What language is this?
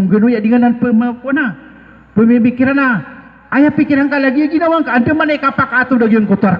Maranao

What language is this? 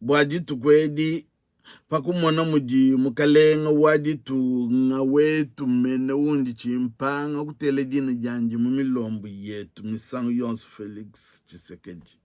Luba-Lulua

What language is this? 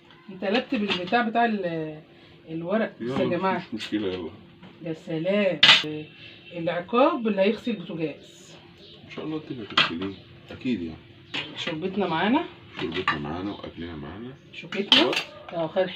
Egyptian Arabic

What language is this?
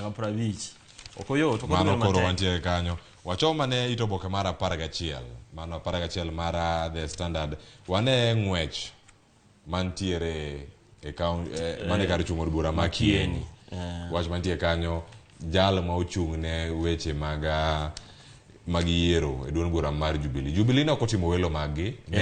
Luo (Kenya and Tanzania)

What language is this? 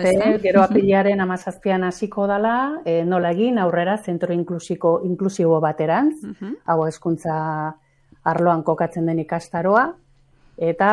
Basque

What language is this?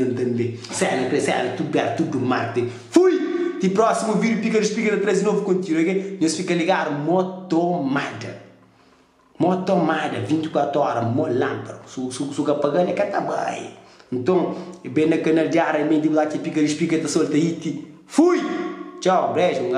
Kabuverdianu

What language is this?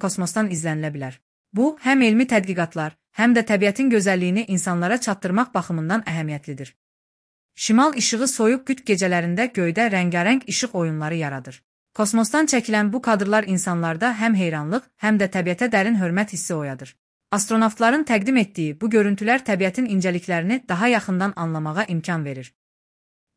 Azerbaijani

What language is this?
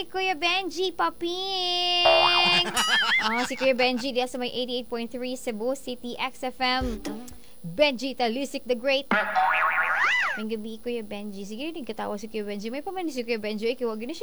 Cebuano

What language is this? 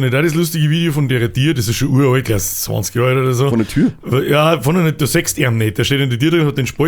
Bavarian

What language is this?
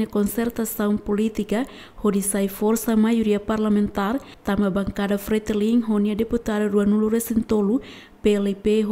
Tetum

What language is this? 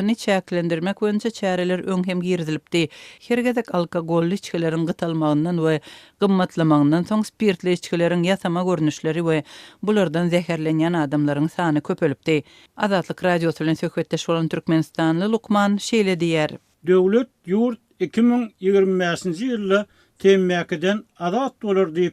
Turkmen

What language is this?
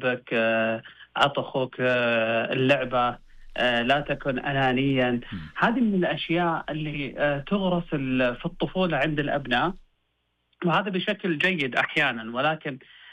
Najdi Arabic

